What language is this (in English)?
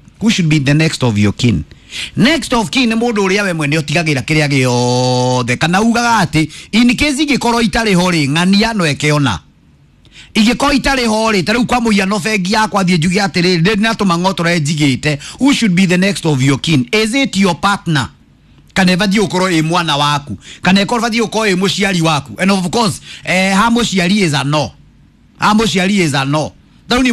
Kikuyu